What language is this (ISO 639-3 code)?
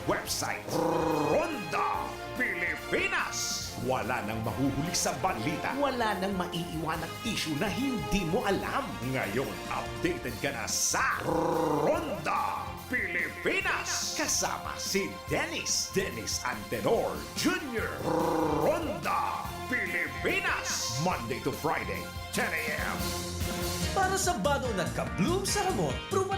bik